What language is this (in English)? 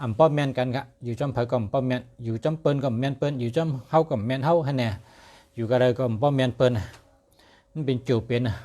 Shan